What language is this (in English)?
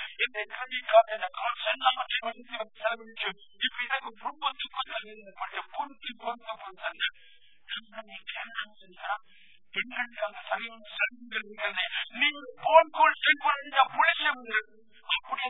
Tamil